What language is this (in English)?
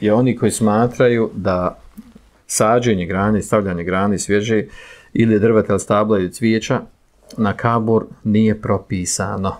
Bosnian